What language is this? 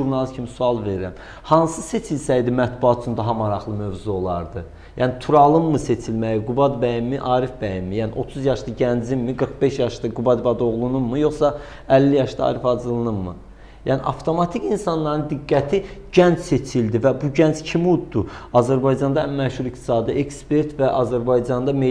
Azerbaijani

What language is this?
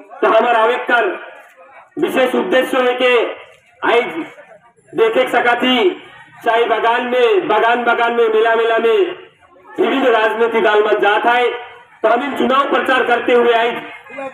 Sadri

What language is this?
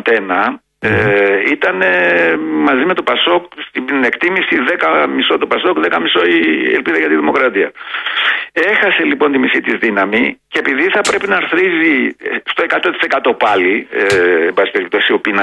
Greek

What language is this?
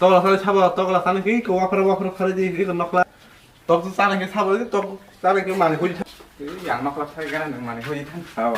Kok Borok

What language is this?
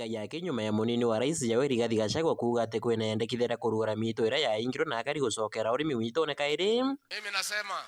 Meru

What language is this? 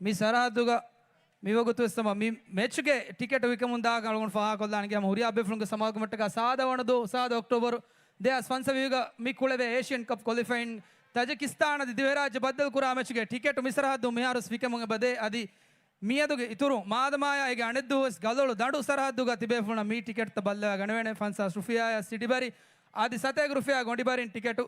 Divehi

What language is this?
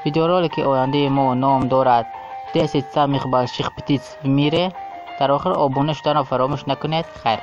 Tajik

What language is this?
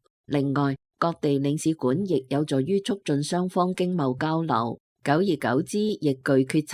Cantonese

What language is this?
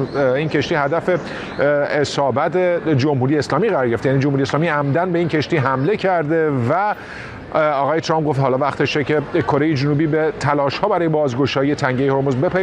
Persian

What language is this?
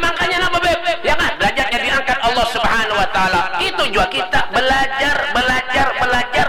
Banjar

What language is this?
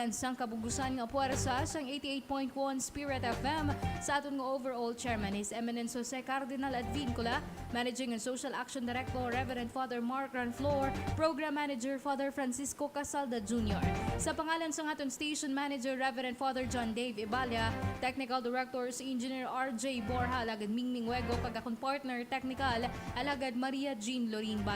Hiligaynon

